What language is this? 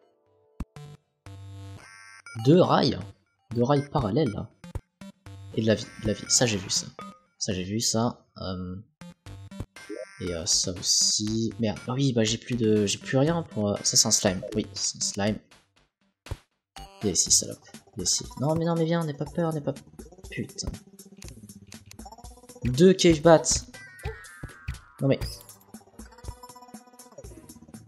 French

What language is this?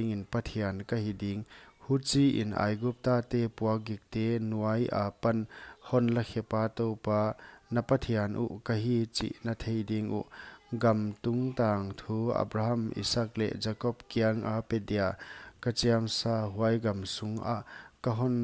Paite Chin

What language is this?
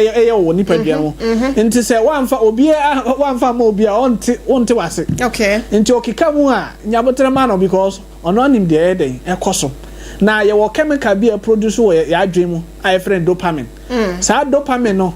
Akan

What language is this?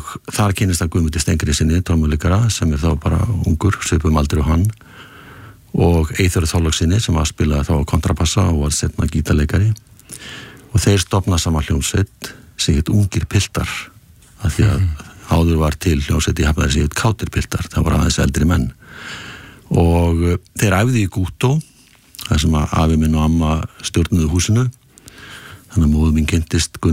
Icelandic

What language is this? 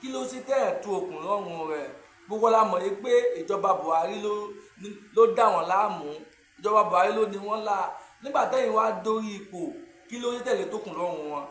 Yoruba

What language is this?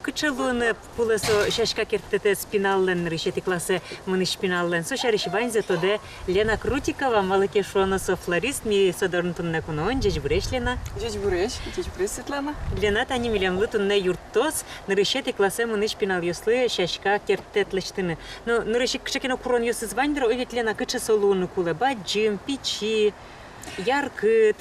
Udmurt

